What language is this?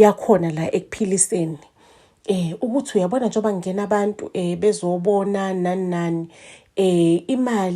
Zulu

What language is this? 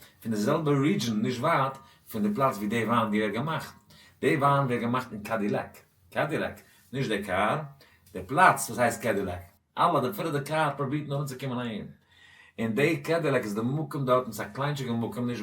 Yiddish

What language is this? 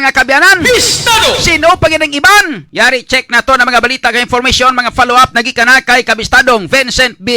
Hiligaynon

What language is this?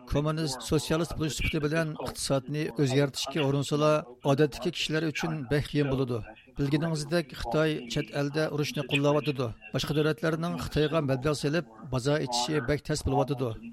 Uyghur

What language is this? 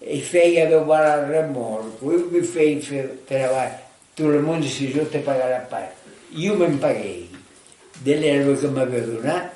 Occitan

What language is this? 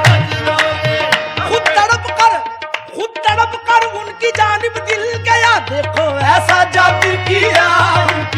Hindi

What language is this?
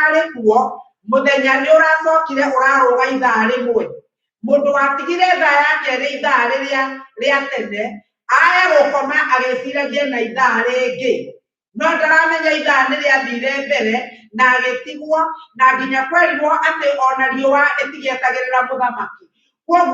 Kikuyu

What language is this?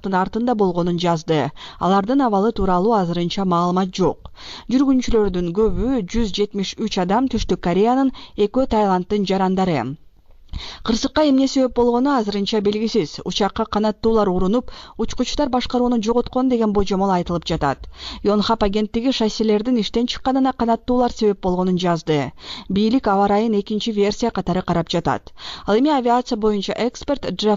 Kyrgyz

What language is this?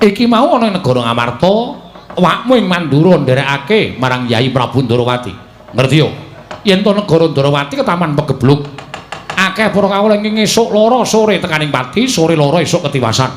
Javanese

